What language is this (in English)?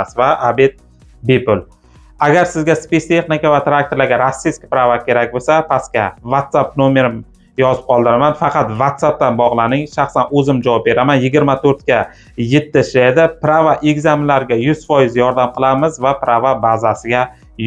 Uzbek